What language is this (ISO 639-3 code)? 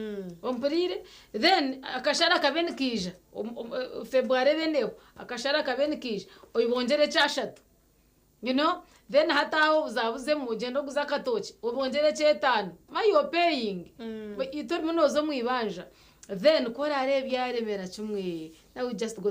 nyn